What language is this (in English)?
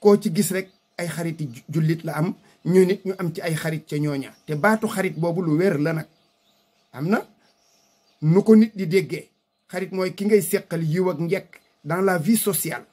Wolof